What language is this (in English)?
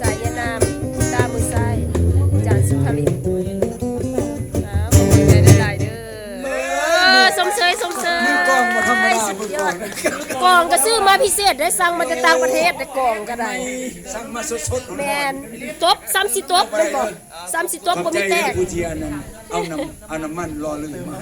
Lao